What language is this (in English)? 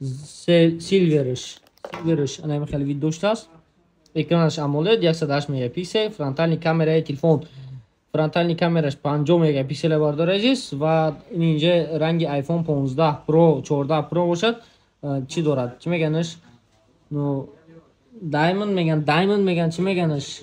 Tajik